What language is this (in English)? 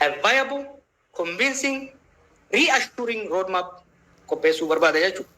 Oromo